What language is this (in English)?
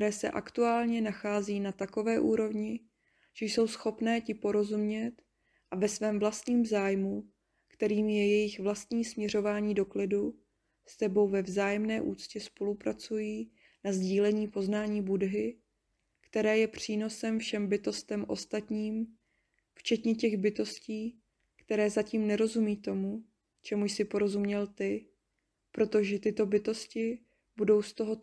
Czech